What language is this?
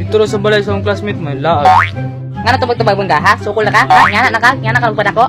Cebuano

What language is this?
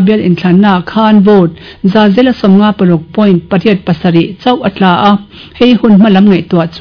Mizo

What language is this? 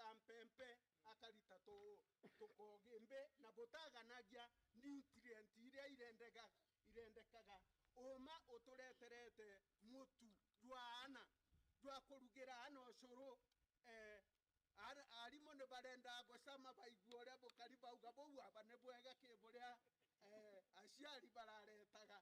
Meru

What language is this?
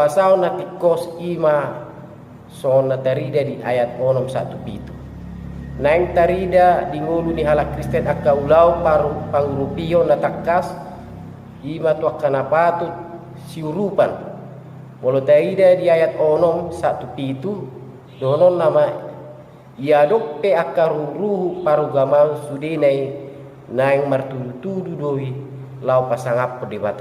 Batak Toba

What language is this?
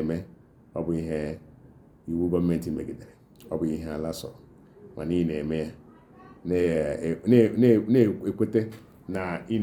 Igbo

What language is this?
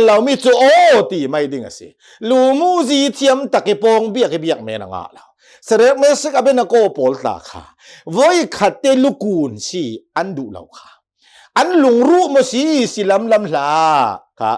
Hakha Chin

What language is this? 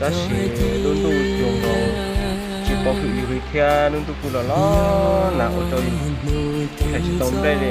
Hmong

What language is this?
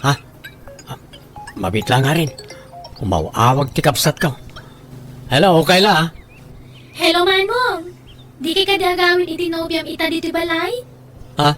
Iloko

